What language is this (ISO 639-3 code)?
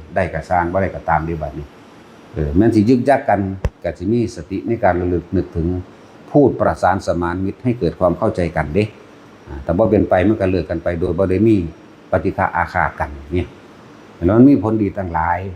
tts